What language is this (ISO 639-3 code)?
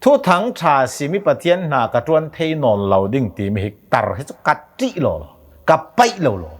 cnh